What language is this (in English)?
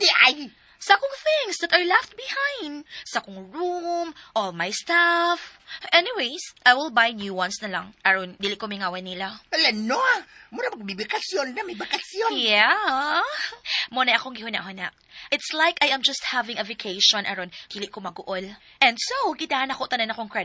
Cebuano